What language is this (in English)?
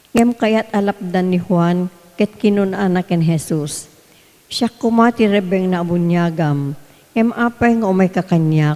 Iloko